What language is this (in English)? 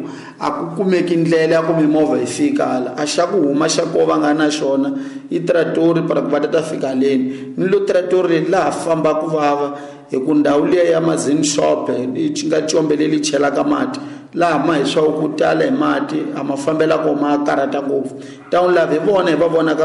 Tsonga